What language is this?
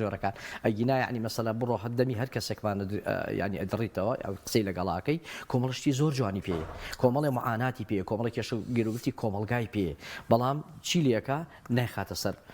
Central Kurdish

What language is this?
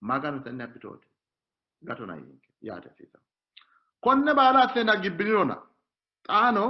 Sidamo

